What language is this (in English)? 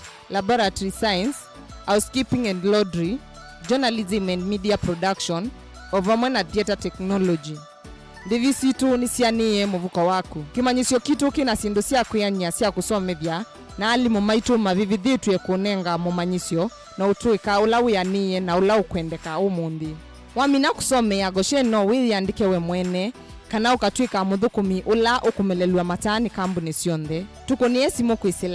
Kamba